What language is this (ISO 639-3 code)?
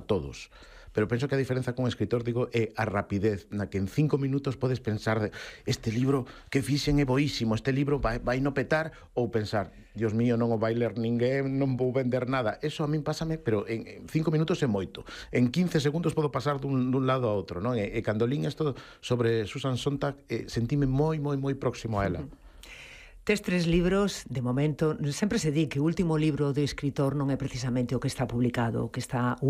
glg